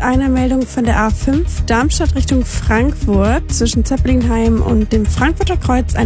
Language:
German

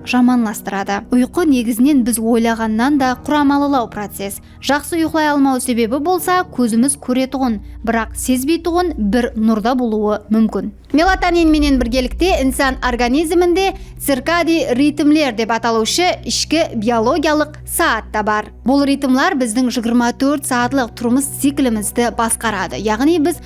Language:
Kara-Kalpak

